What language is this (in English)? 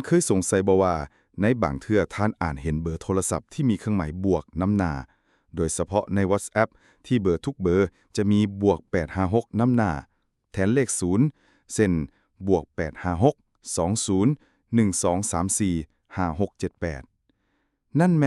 Lao